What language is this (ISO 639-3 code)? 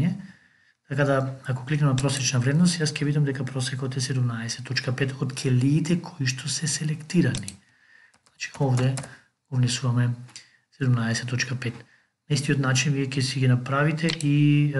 mkd